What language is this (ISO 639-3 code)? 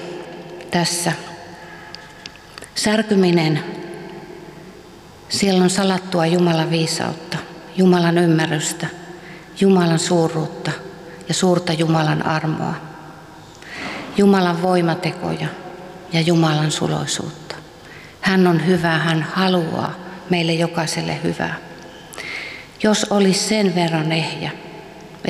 fin